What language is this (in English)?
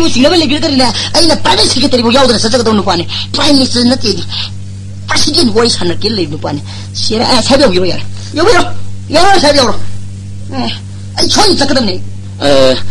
Manipuri